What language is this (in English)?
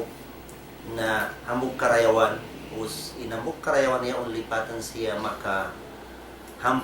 Tausug